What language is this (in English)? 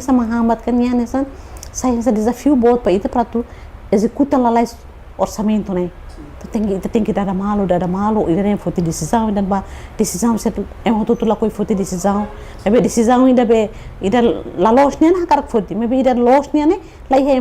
Tetum